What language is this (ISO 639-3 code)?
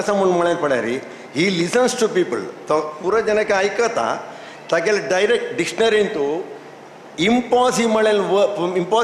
kok